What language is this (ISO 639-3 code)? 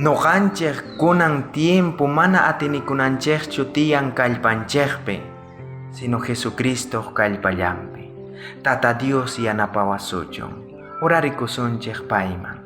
quh